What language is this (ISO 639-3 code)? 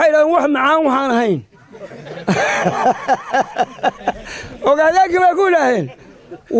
som